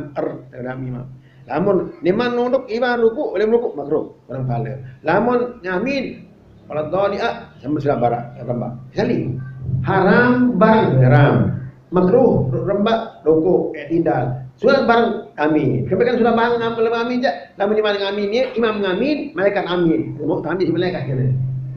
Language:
Sasak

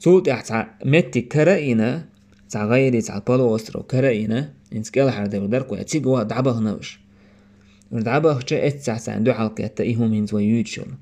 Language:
Chechen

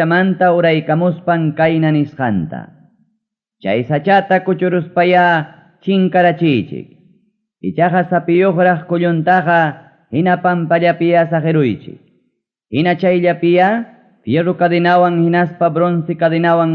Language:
Ayacucho Quechua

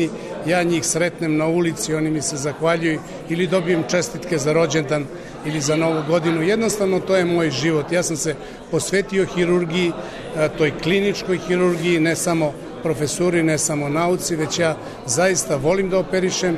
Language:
Serbian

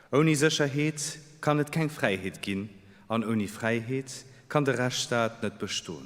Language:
Luxembourgish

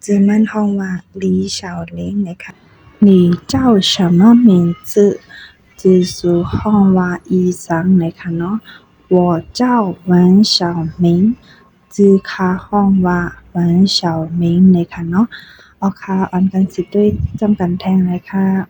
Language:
Shan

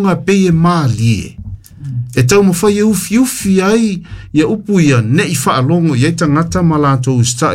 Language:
Samoan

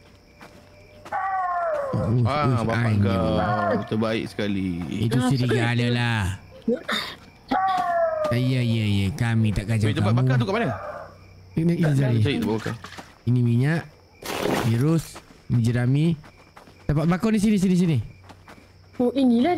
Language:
Malay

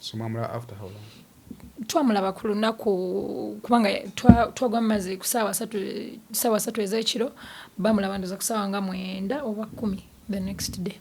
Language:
Ganda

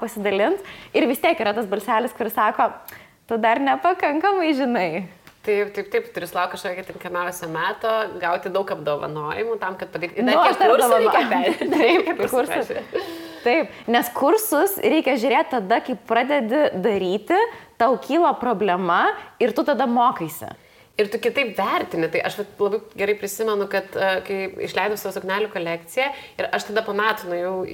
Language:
Lithuanian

